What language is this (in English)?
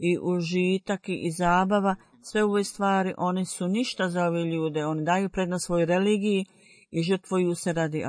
Bosnian